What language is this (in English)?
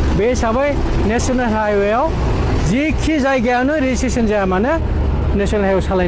Bodo